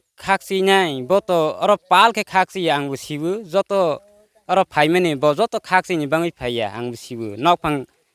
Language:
Riang (India)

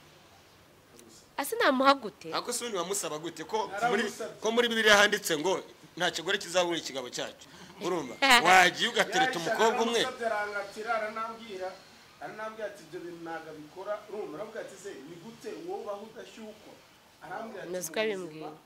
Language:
Kinyarwanda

